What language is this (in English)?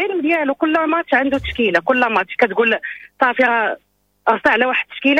Moroccan Arabic